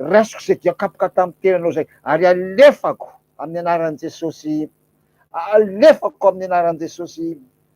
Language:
Malagasy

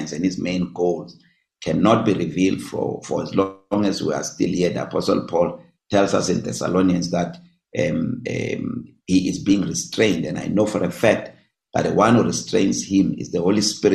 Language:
English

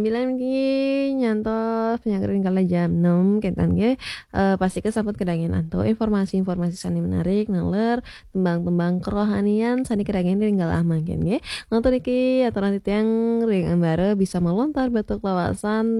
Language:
Balinese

